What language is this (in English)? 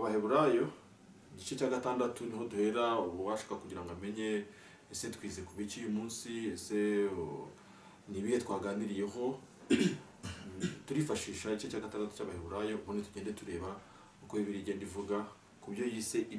Kinyarwanda